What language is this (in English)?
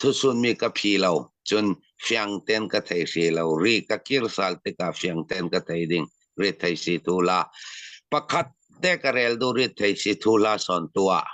Falam Chin